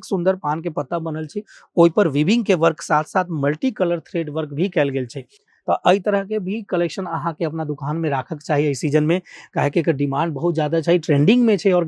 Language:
Maithili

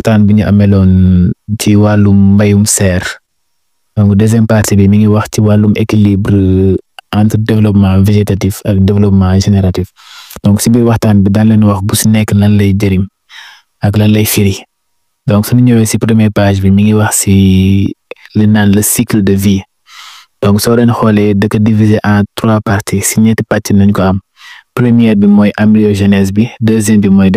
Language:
Wolof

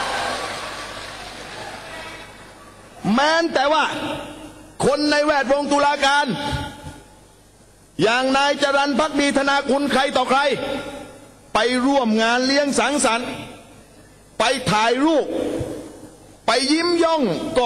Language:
Thai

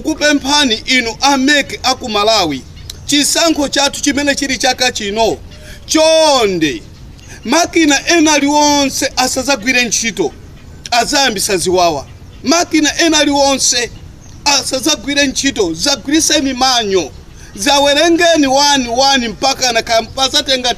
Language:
Nyanja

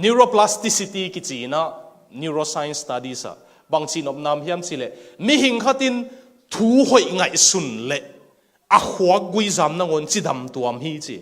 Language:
Tedim Chin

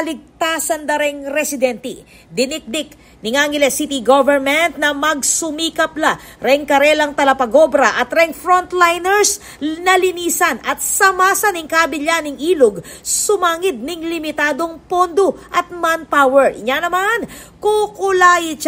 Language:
Pampanga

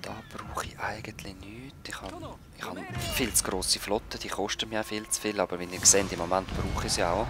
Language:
Swiss German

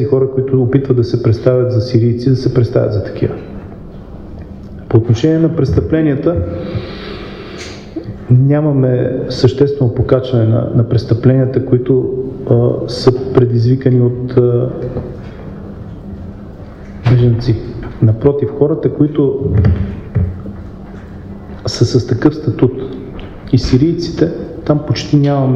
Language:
Bulgarian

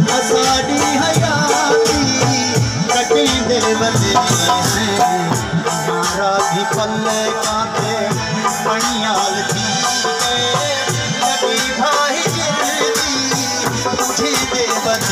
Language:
Saraiki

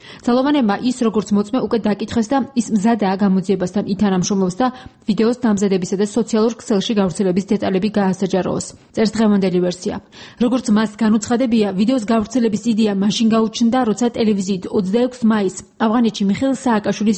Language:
Georgian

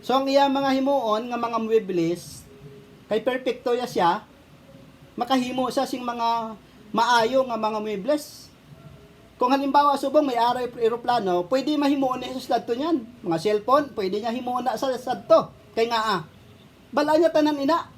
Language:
Hiligaynon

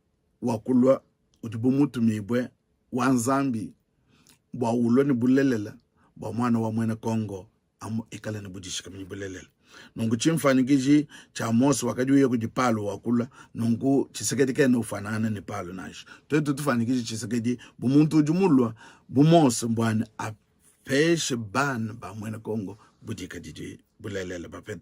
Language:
Luba-Lulua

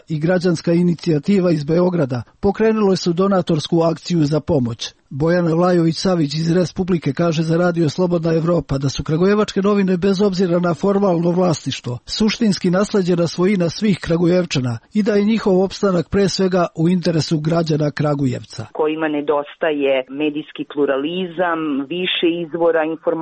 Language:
Serbian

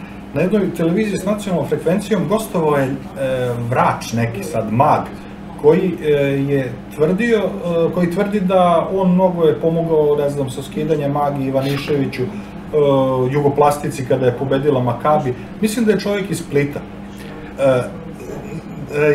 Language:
Serbian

